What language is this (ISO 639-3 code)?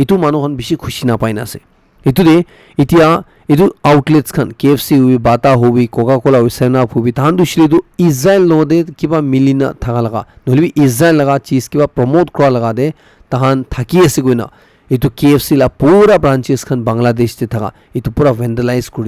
nag